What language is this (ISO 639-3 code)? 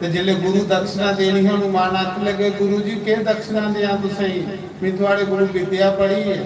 doi